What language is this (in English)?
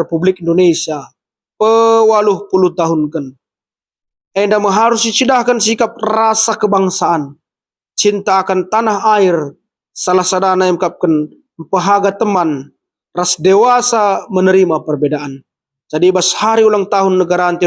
Batak Karo